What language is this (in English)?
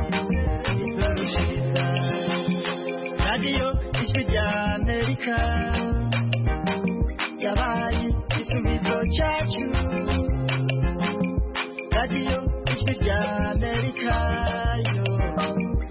Kinyarwanda